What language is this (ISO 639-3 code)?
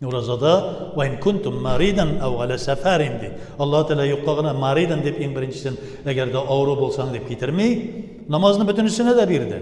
tat